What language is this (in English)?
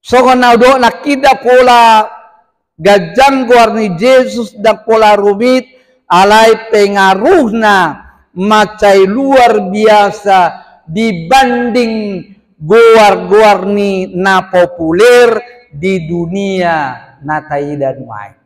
Batak Toba